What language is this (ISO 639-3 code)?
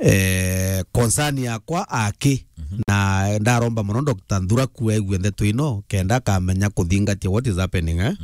mer